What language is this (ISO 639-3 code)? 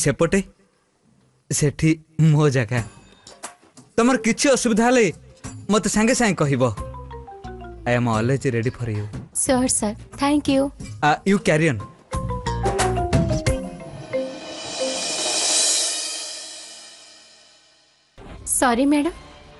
ori